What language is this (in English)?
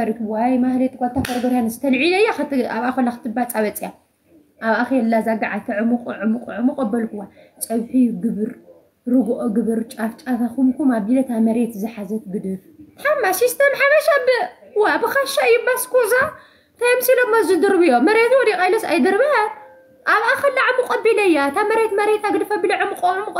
Tigrinya